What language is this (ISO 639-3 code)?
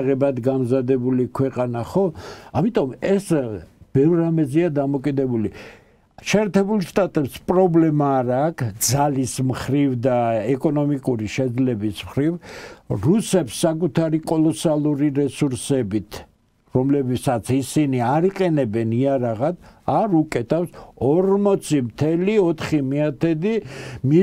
kat